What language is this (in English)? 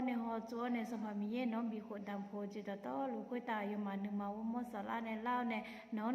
Akha